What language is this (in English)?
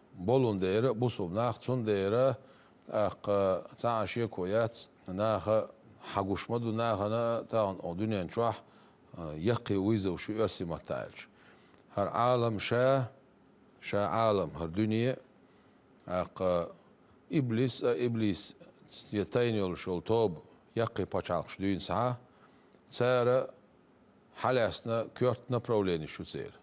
Chechen